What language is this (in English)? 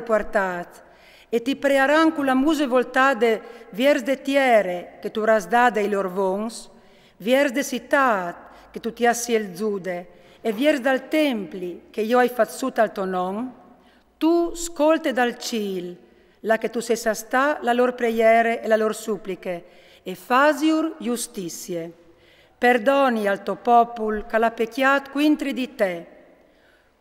Friulian